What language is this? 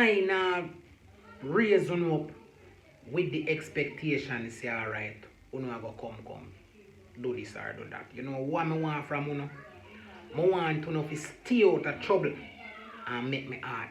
Jamaican Creole English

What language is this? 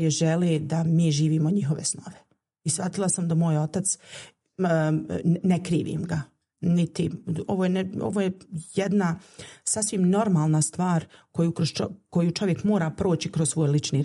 Bosnian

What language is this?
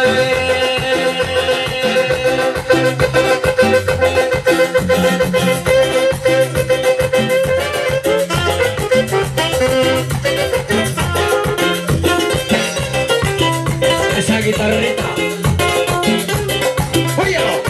Spanish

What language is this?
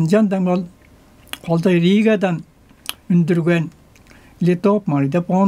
Tuvinian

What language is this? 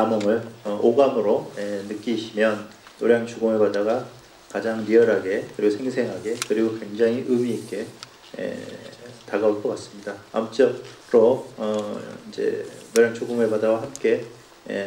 Korean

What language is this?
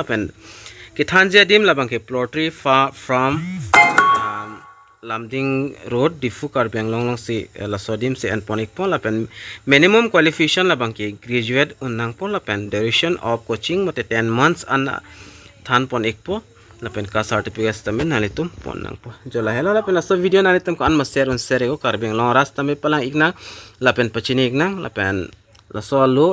Karbi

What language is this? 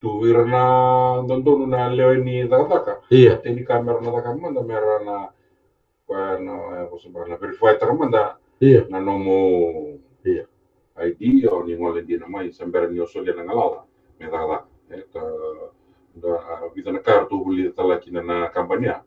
Fijian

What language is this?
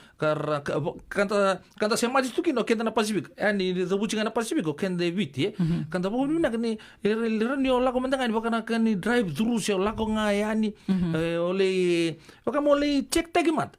Fijian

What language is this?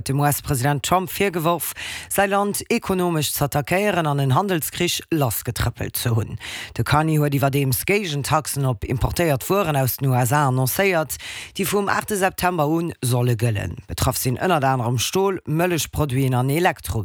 Luxembourgish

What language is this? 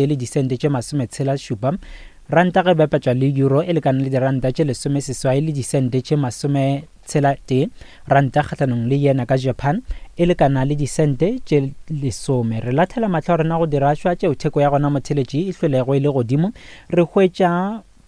Northern Sotho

